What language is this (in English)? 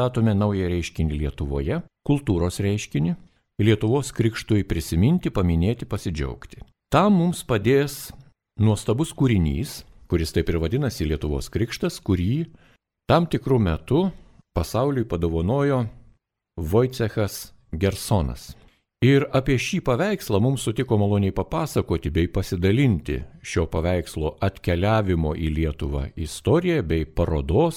Lithuanian